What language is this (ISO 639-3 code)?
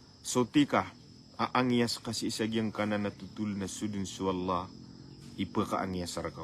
mrw